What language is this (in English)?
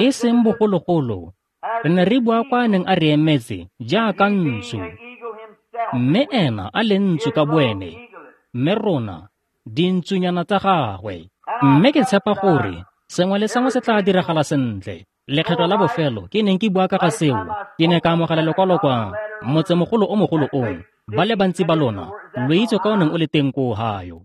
Tswana